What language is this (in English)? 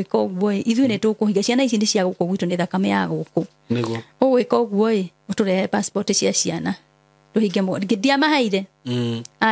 Kikuyu